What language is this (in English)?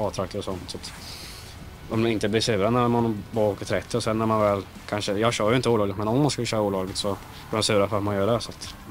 Swedish